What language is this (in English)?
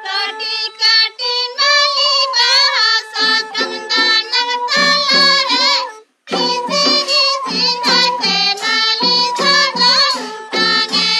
Santali